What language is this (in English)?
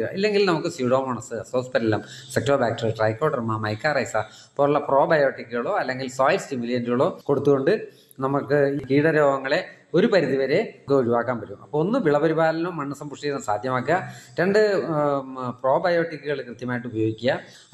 Malayalam